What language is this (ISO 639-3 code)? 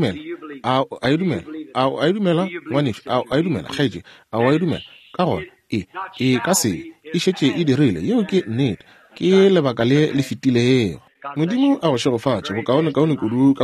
nso